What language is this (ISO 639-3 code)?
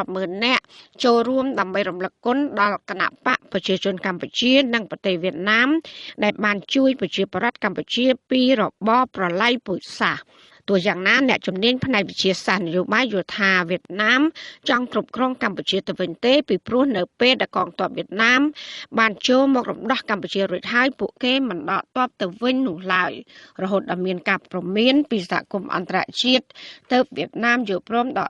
khm